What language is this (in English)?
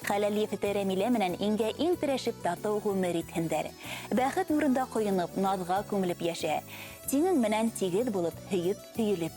Bashkir